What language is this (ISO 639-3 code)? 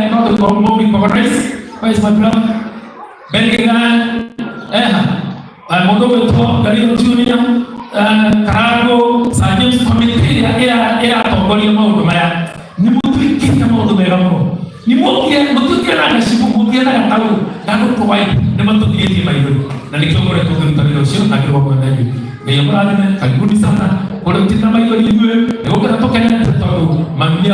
kik